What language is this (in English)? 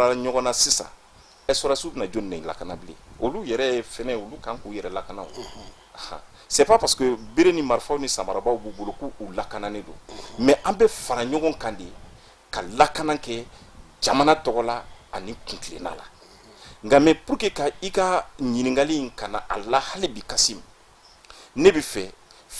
Bambara